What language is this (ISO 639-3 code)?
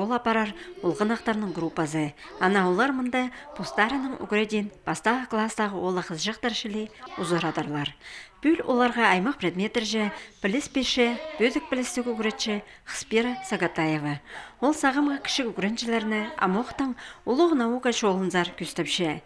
kjh